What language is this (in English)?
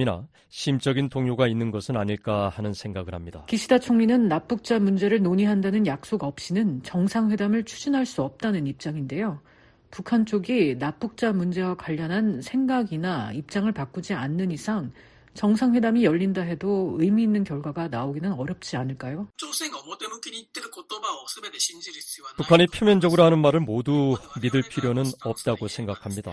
Korean